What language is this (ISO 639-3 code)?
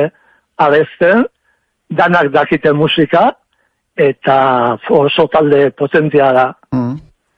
eus